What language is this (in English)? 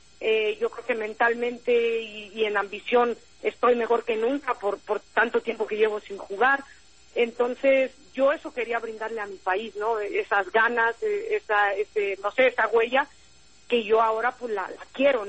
Spanish